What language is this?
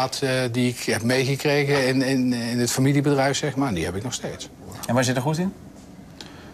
Dutch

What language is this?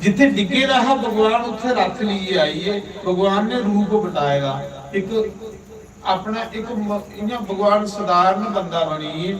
Dogri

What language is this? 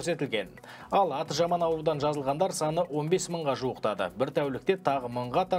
Kazakh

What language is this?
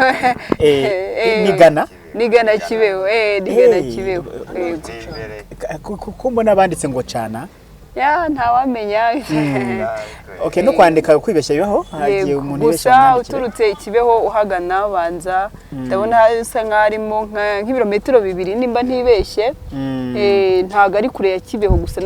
Kinyarwanda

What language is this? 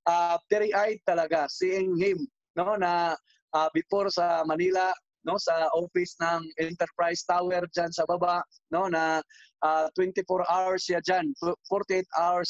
Filipino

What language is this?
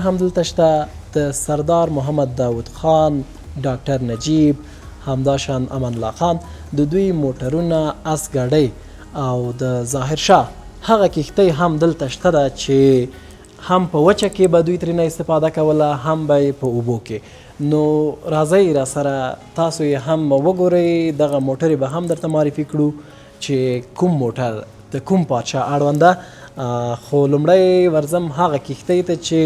Pashto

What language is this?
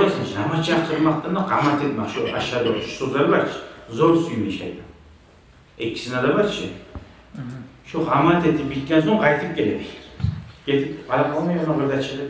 Kumyk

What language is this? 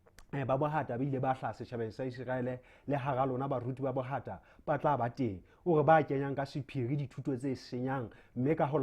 Southern Sotho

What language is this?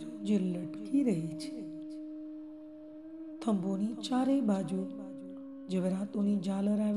Gujarati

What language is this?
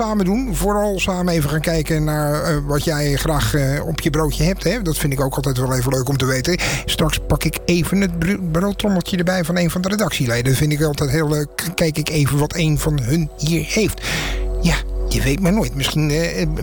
Dutch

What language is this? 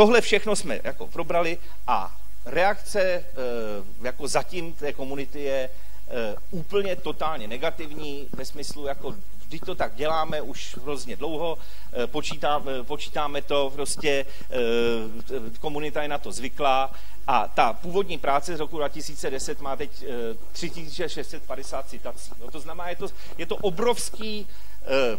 Czech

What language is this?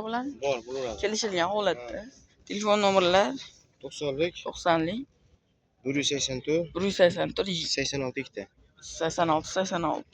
Uzbek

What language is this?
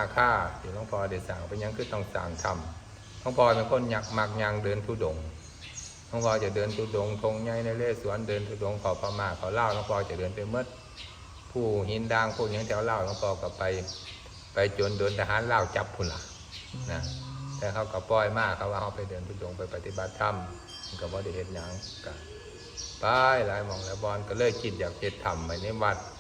Northeastern Thai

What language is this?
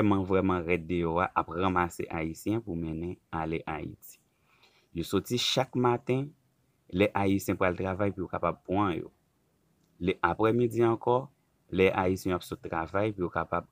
Haitian Creole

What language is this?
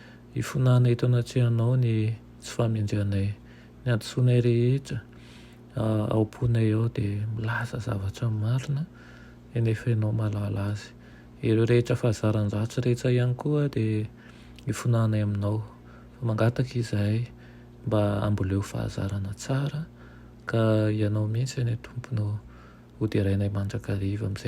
Malagasy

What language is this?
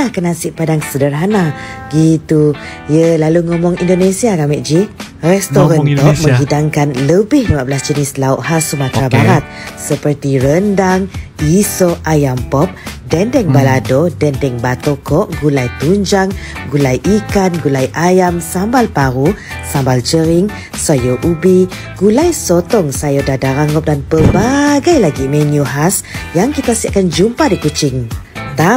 Malay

